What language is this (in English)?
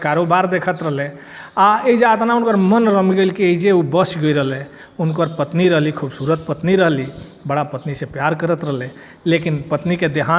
Bhojpuri